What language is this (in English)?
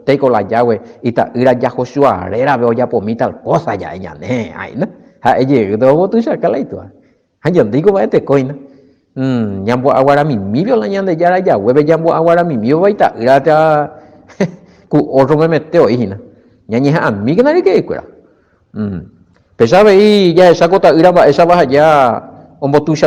Guarani